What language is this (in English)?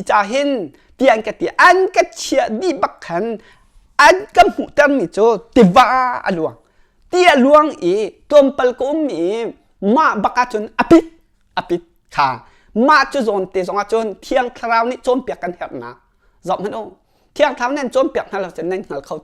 Hakha Chin